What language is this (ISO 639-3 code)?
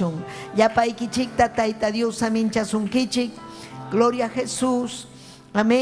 quy